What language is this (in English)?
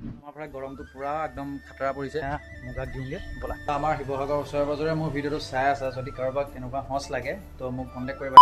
Assamese